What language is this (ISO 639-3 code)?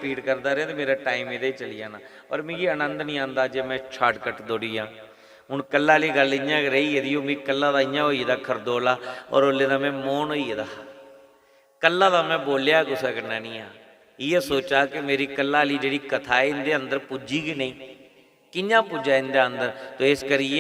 doi